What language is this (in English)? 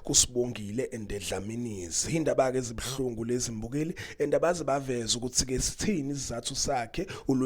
Zulu